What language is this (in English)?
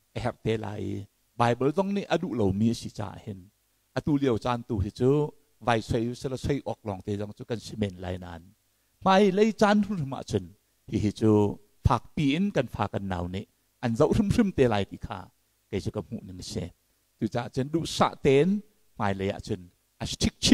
Hakha Chin